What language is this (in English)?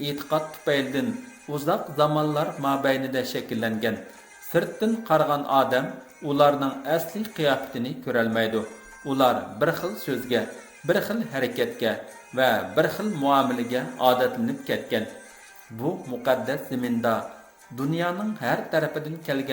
Uyghur